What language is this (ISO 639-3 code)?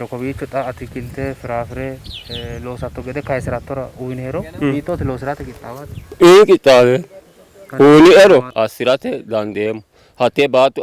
sid